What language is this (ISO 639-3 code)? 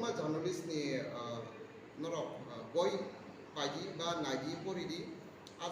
trp